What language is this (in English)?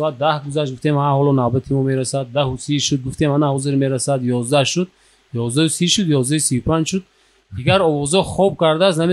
Tajik